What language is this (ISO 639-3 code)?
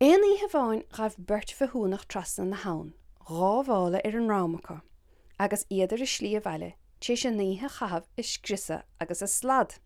gle